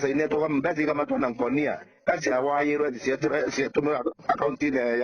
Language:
Meru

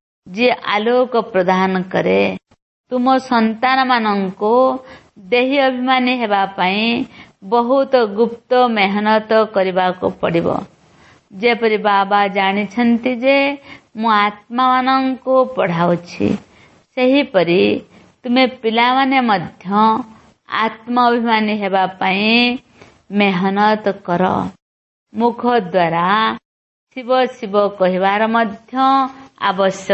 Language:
Odia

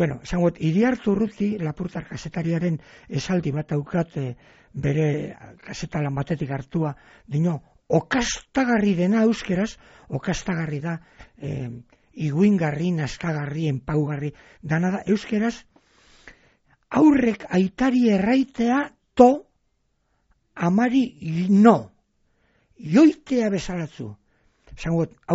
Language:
Basque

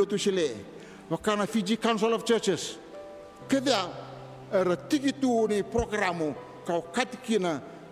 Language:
Fijian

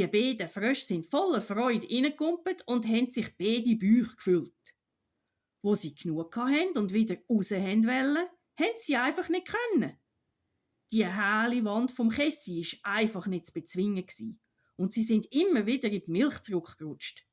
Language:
Swiss German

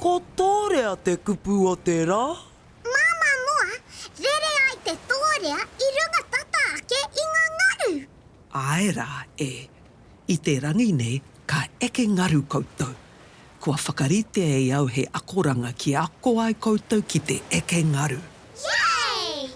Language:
Māori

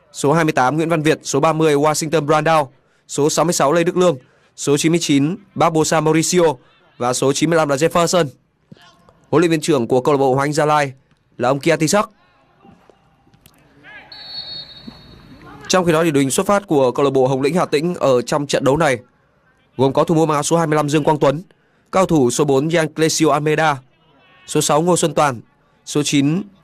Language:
Vietnamese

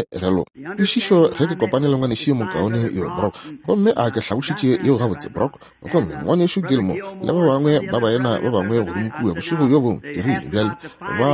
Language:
Northern Sotho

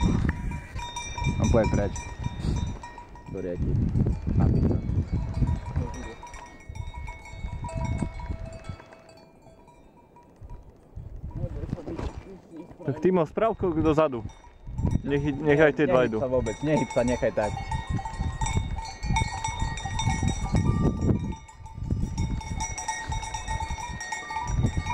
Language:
Slovak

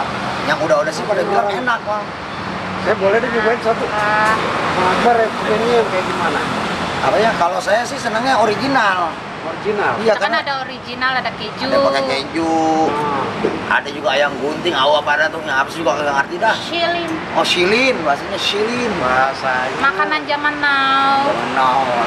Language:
Betawi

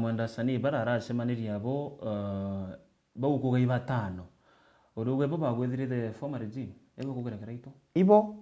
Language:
Meru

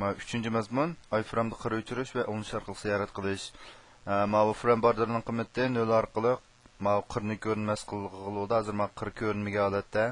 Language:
Uyghur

